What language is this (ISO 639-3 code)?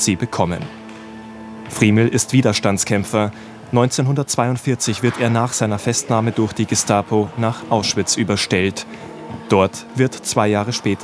deu